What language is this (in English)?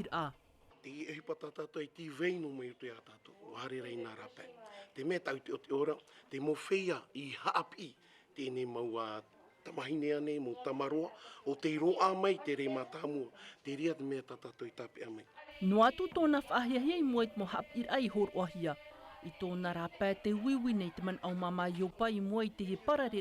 Tahitian